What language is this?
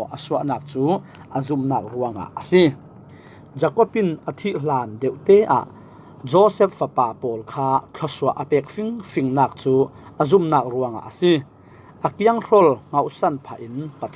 Falam Chin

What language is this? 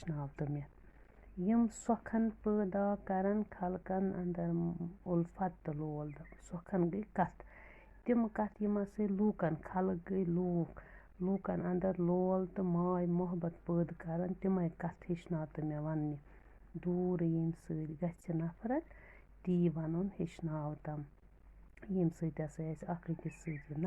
Kashmiri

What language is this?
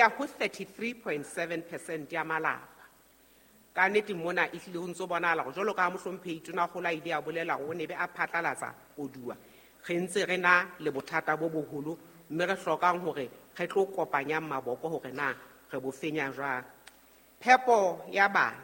Southern Sotho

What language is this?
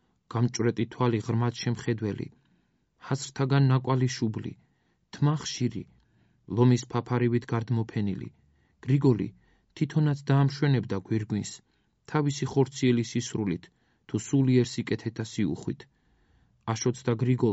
Georgian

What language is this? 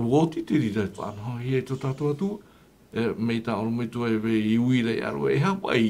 Tahitian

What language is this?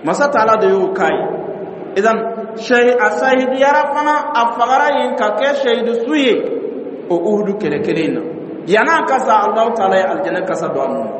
Dyula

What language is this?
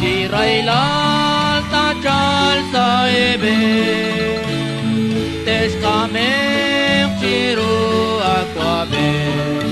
Kekchí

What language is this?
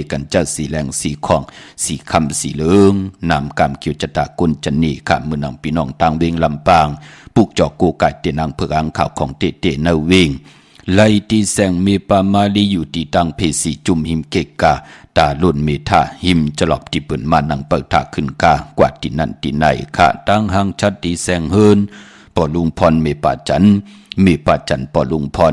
Shan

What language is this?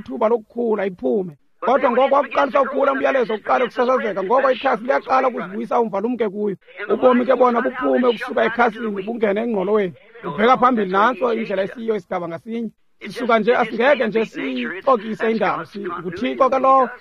Xhosa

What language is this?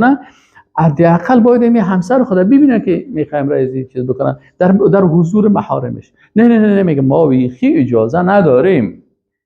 Persian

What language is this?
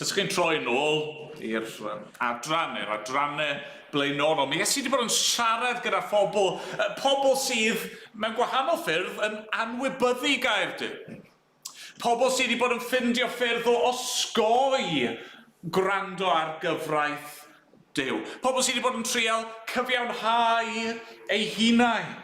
Welsh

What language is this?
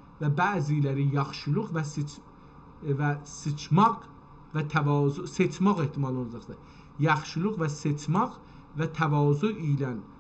South Azerbaijani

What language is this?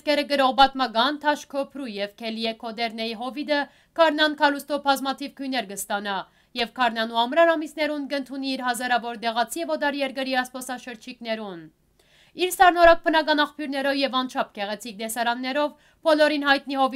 Western Armenian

